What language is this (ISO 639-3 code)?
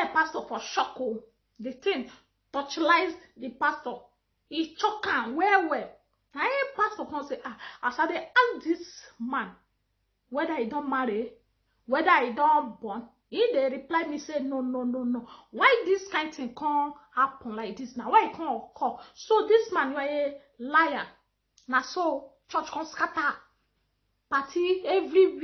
pcm